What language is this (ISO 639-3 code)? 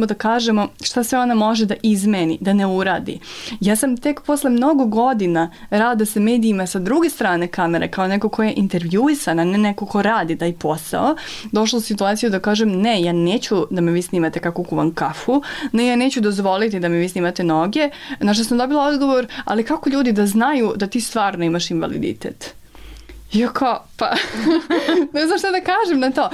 srp